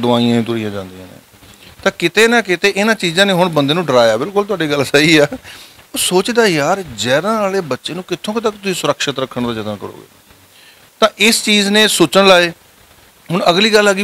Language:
Punjabi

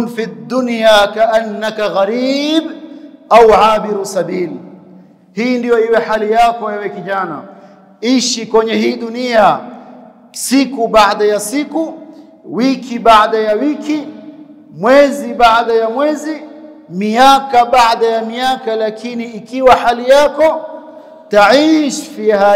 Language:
Swahili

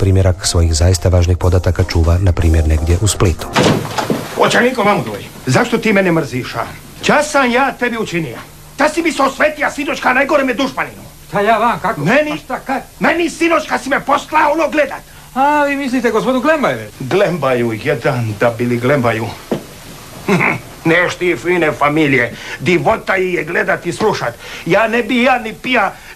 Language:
Croatian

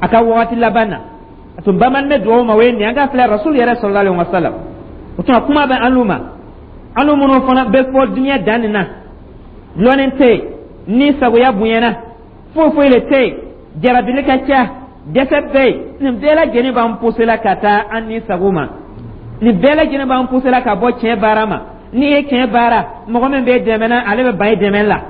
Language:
Dyula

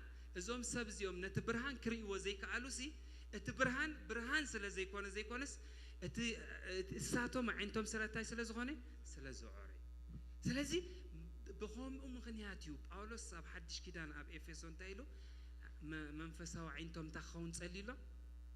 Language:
Tigrinya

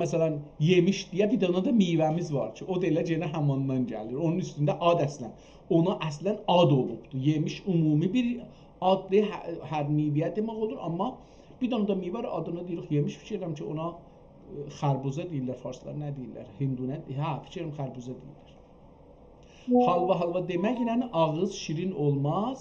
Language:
South Azerbaijani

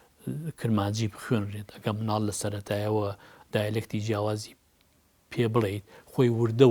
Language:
Central Kurdish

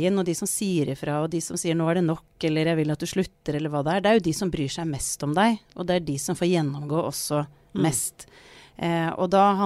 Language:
Norwegian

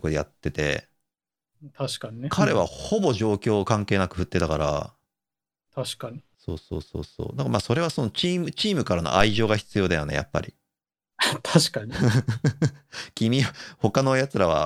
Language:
Japanese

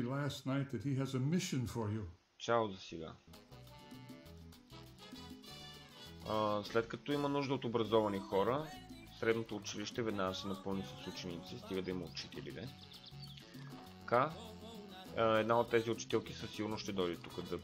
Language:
Bulgarian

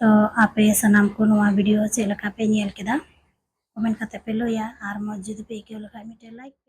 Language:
Santali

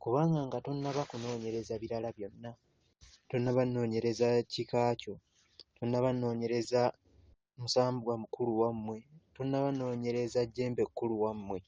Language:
Ganda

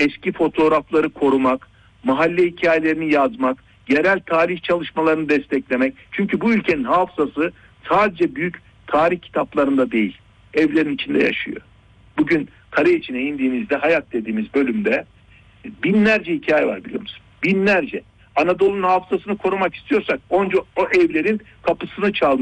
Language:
Turkish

